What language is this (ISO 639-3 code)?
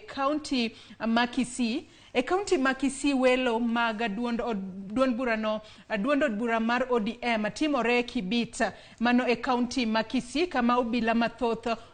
luo